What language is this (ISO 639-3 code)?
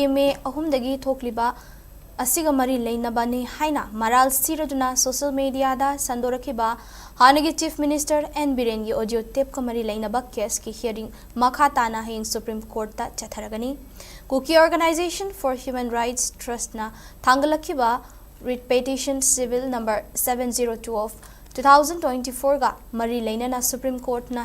mni